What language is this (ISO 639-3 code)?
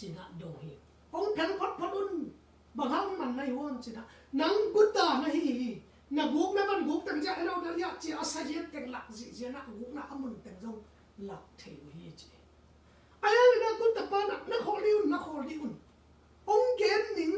ctd